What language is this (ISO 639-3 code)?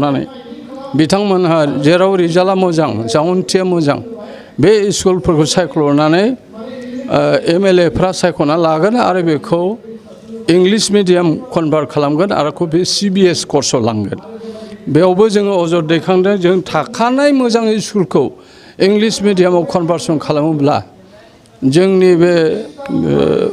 brx